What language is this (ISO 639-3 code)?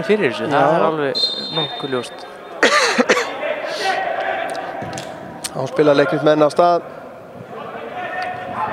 isl